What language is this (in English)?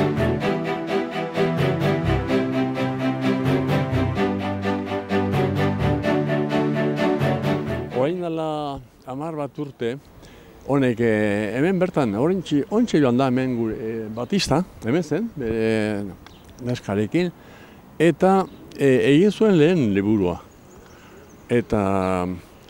Basque